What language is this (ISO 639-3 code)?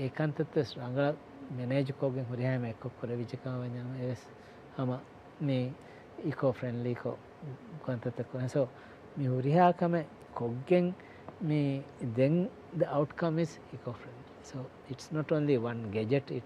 div